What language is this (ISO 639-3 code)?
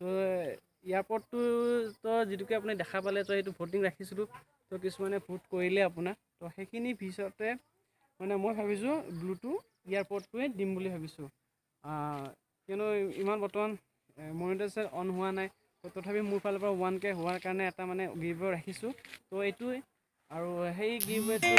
asm